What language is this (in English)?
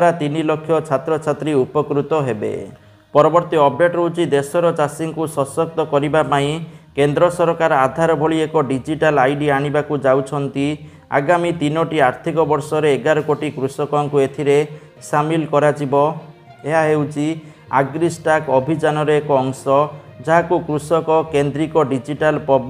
Odia